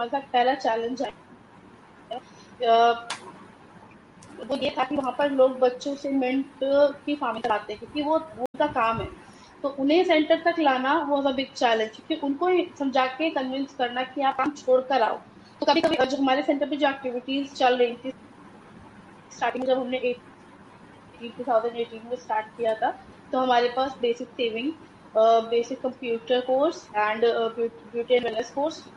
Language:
Hindi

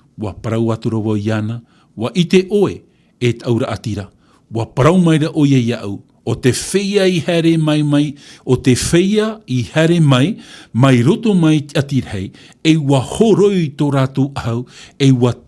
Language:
Tahitian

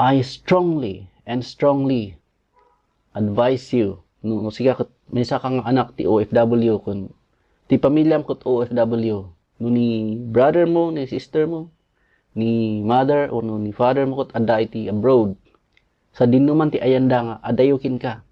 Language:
Iloko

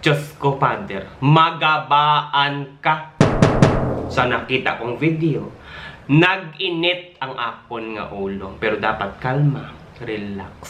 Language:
Hiligaynon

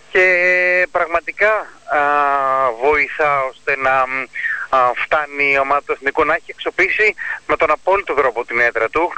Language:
Greek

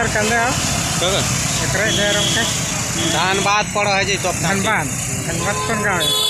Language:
Sadri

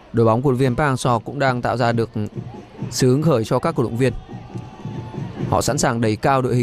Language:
Vietnamese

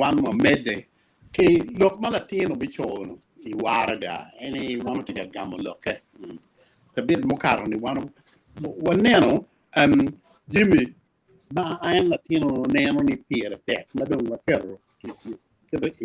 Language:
Acoli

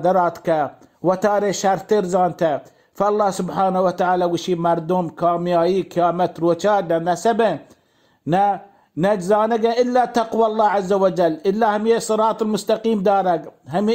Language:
Baluchi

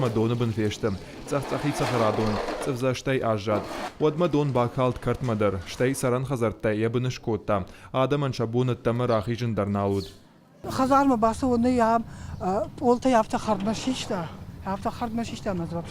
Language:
Ossetic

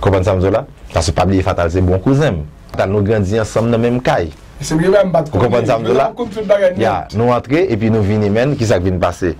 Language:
Haitian Creole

